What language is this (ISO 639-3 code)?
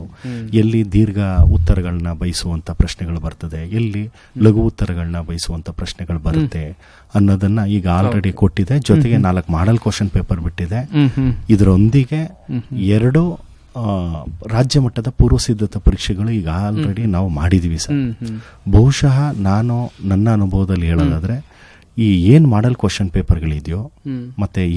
kan